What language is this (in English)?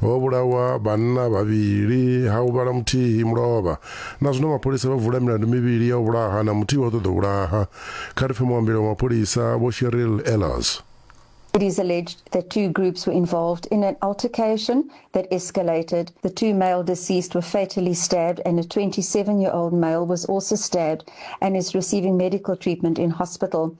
Venda